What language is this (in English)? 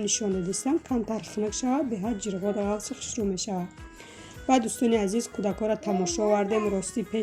Tajik